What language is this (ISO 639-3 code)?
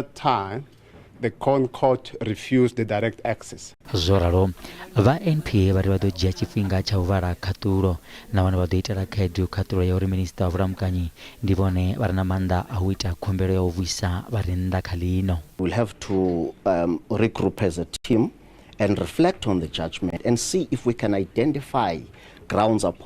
ven